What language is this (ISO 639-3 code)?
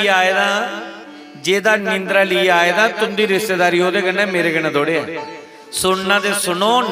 doi